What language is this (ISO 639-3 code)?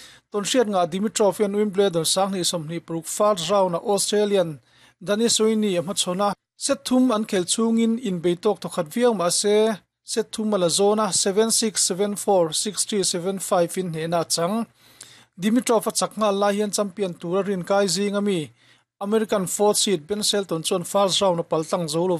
lus